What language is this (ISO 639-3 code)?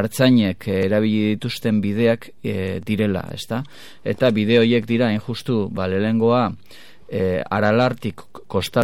eus